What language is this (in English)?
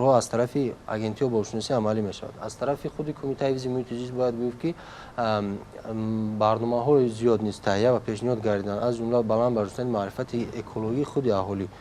Tajik